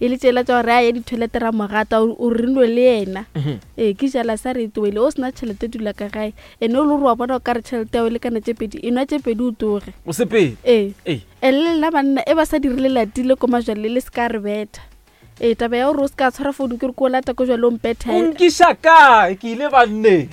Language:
Northern Sotho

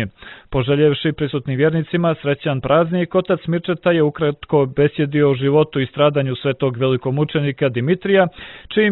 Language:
Serbian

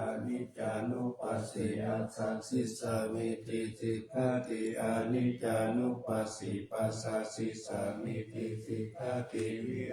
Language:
Pali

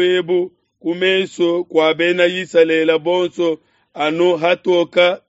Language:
Luba-Lulua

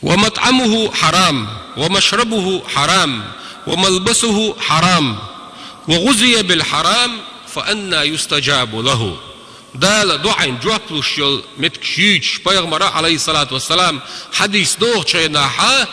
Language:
Chechen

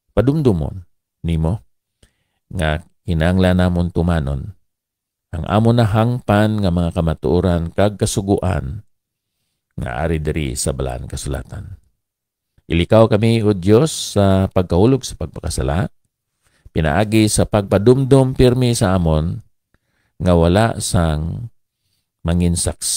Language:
Hiligaynon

